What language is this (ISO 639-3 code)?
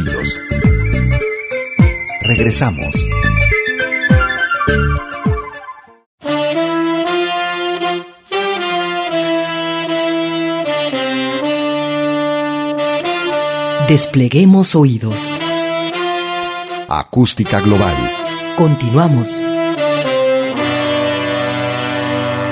spa